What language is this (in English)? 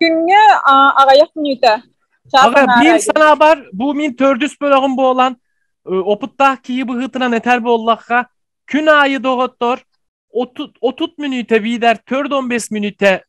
Yakut